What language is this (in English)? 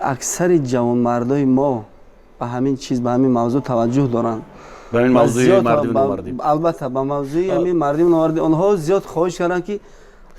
Tajik